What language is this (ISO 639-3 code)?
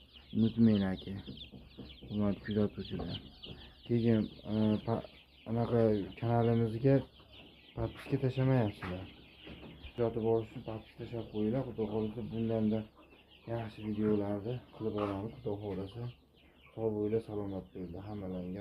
uzb